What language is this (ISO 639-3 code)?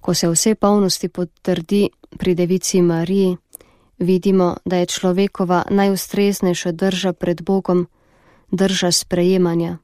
slv